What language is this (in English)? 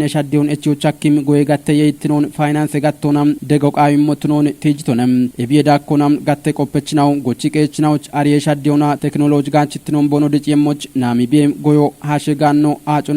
Kafa